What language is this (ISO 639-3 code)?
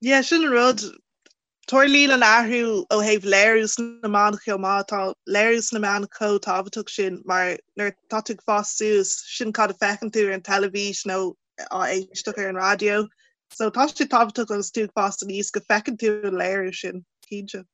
gle